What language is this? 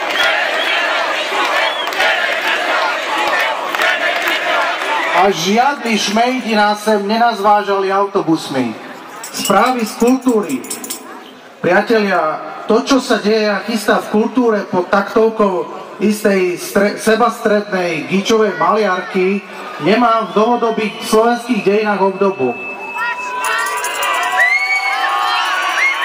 Slovak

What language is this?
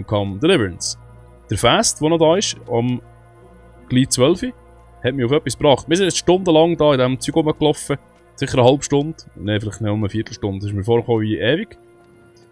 Swiss German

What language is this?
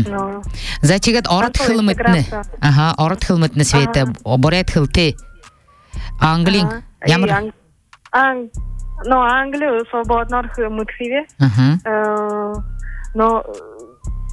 Buriat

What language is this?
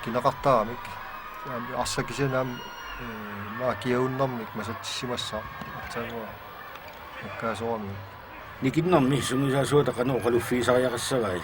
Kalaallisut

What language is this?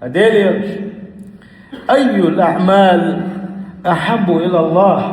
Chechen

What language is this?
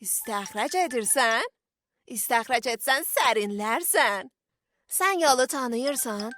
South Azerbaijani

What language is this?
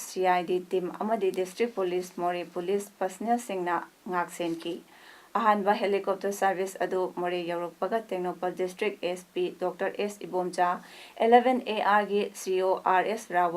Manipuri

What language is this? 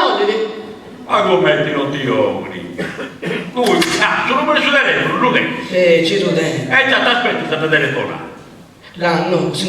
Sardinian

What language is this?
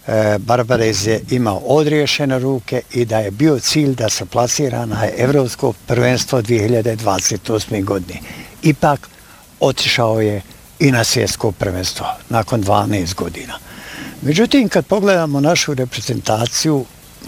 Bosnian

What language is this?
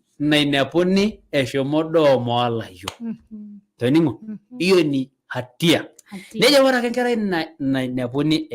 Masai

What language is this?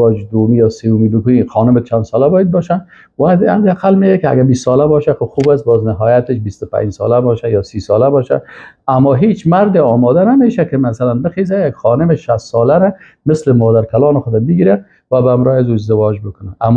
Persian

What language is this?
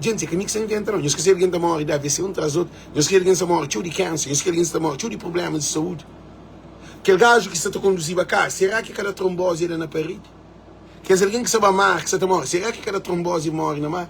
Kabuverdianu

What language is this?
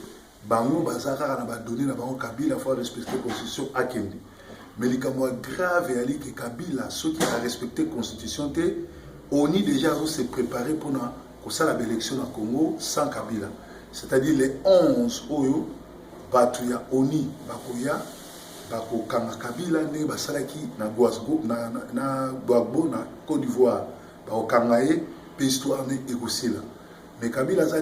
Lingala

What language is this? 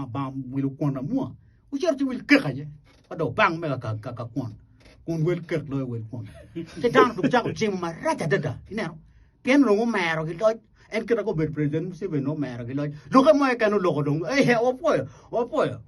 Acoli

